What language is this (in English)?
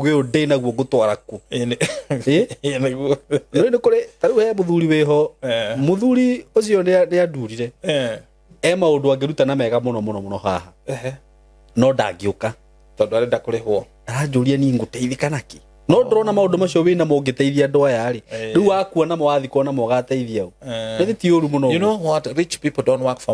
Kikuyu